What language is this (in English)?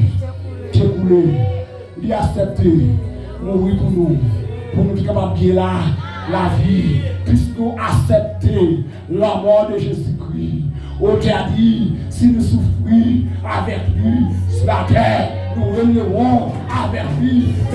Haitian Creole